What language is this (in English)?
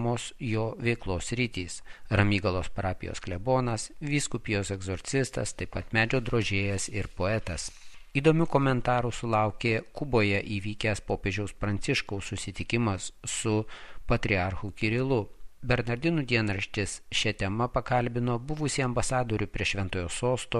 Lithuanian